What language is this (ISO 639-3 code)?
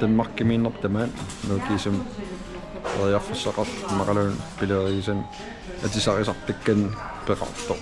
kal